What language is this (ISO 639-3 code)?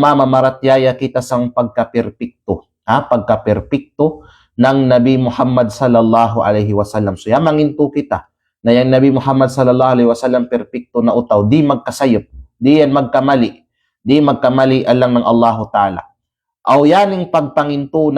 kqe